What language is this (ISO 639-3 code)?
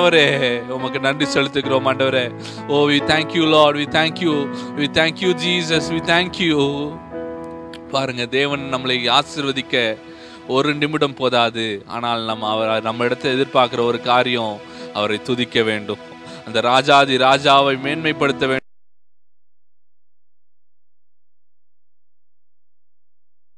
tam